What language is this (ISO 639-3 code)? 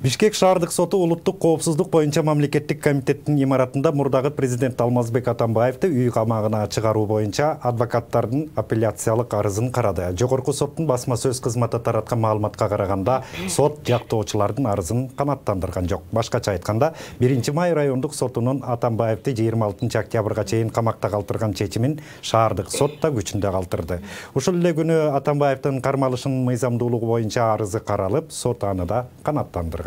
kir